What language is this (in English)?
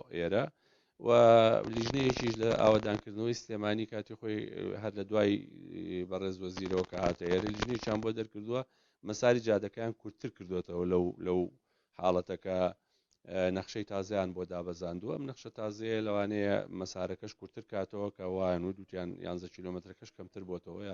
Central Kurdish